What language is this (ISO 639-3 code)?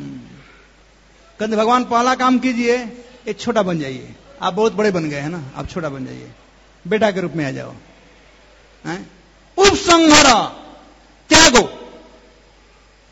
hin